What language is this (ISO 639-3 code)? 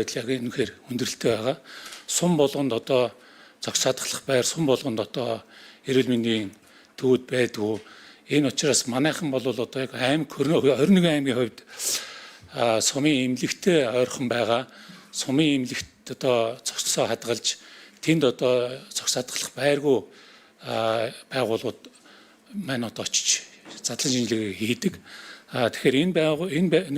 mon